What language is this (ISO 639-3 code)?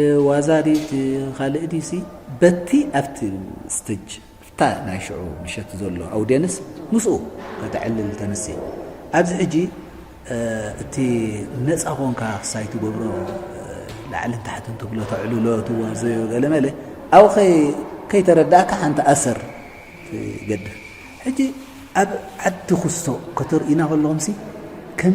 tir